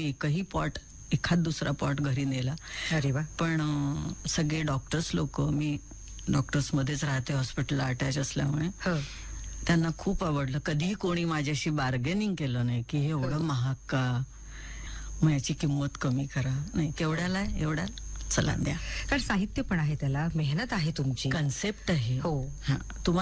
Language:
Marathi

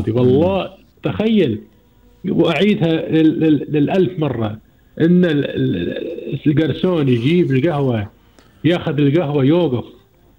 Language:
Gulf Arabic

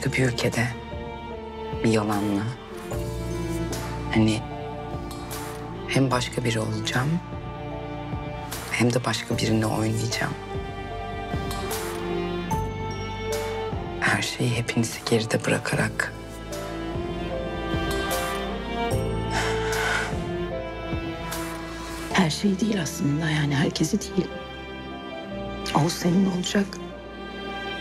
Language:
Turkish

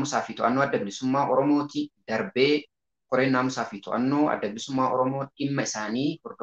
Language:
Oromo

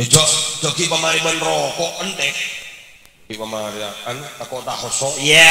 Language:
Madurese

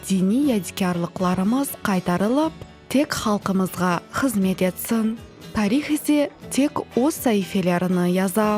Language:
Crimean Tatar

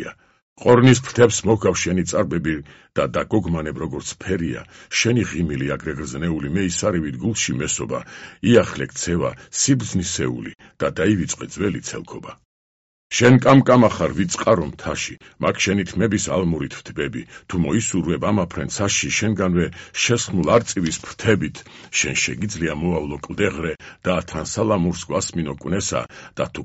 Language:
Georgian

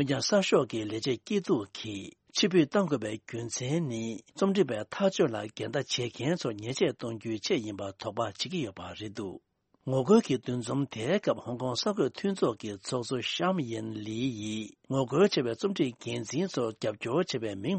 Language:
Tibetan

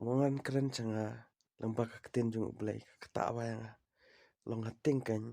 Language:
Khasi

